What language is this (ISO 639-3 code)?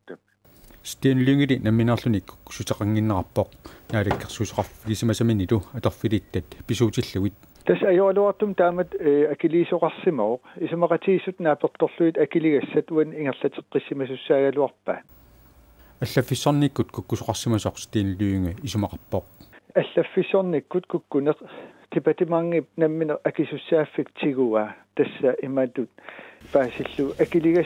kal